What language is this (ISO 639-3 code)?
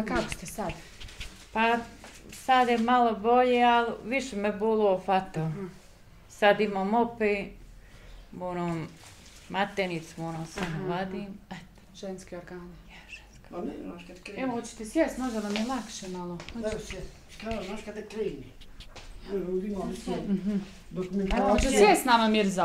bos